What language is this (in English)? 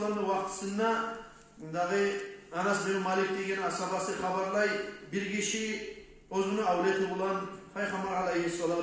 Kumyk